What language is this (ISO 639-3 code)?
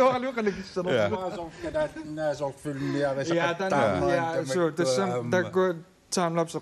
kal